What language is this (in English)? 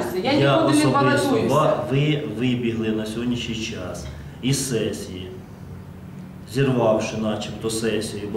Ukrainian